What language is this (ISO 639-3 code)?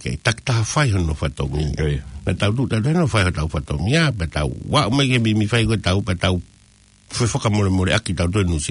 ton